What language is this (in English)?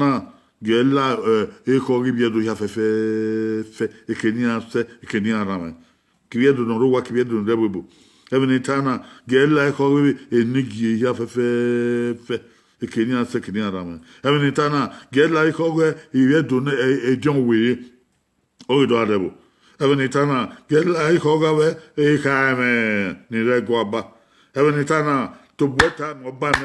Bini